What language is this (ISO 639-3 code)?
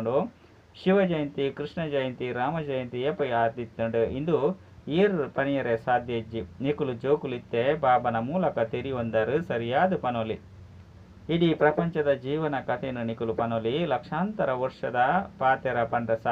tcy